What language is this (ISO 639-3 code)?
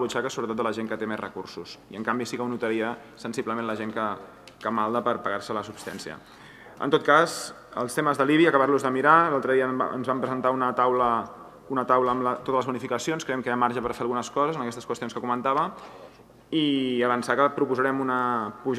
cat